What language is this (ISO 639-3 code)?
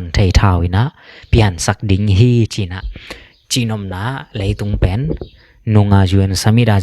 ctd